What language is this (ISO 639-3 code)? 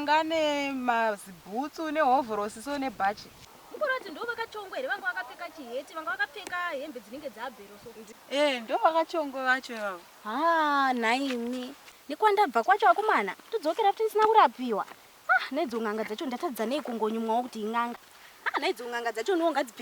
sna